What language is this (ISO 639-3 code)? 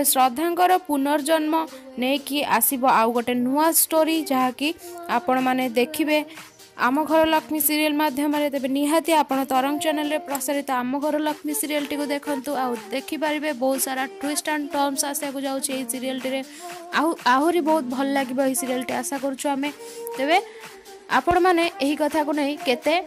ori